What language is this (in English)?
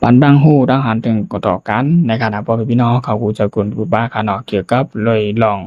Shan